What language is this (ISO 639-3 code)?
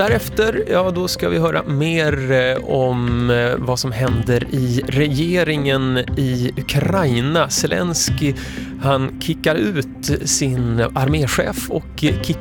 swe